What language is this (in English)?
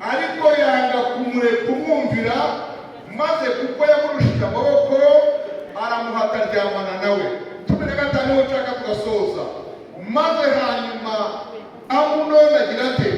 Kinyarwanda